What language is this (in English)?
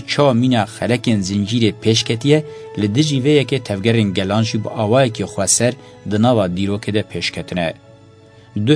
Kurdish